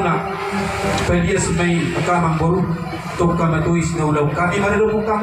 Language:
Batak Toba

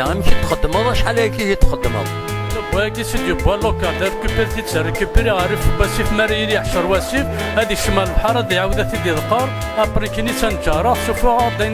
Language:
Kabyle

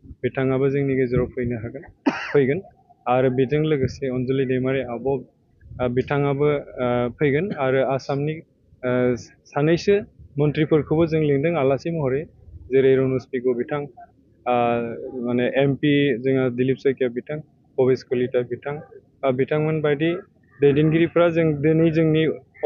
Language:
Bodo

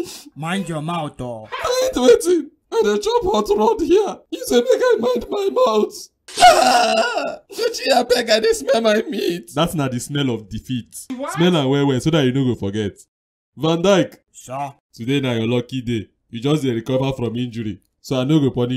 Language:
Nigerian Pidgin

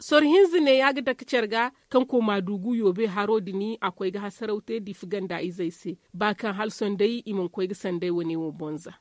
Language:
Zarma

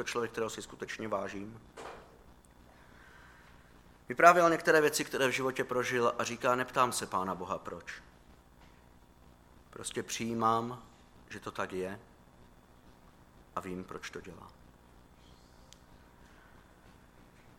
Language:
Czech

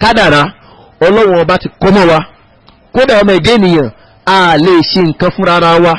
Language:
Yoruba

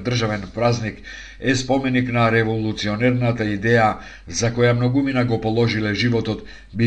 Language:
Macedonian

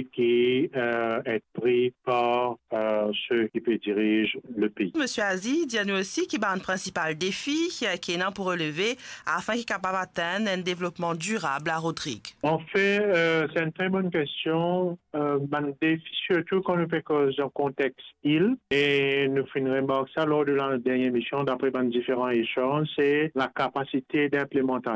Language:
Morisyen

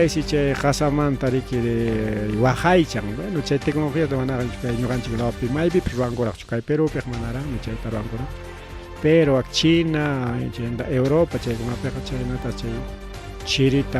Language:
Ayacucho Quechua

